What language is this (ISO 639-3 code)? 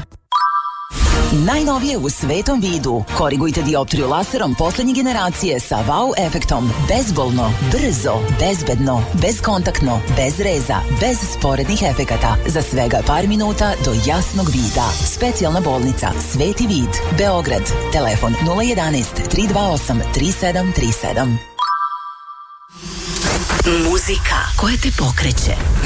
srp